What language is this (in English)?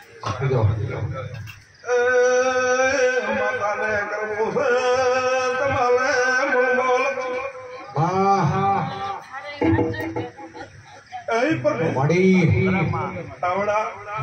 Gujarati